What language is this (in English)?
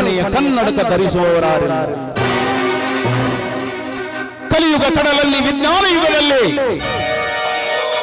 Kannada